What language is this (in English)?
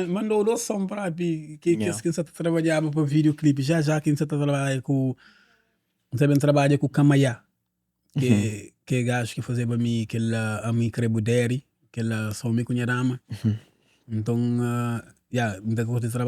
Kabuverdianu